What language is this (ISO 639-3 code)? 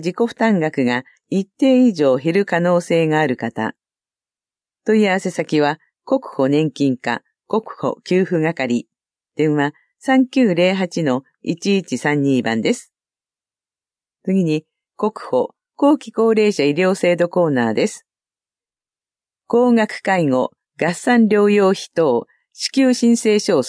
jpn